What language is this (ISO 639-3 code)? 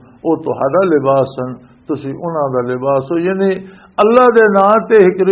lah